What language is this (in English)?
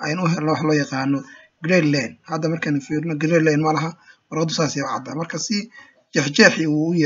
Somali